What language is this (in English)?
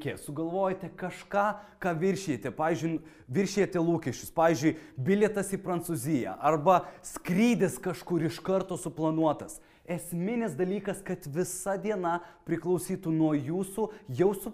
Lithuanian